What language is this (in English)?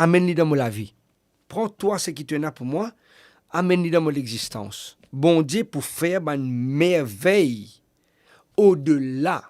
Morisyen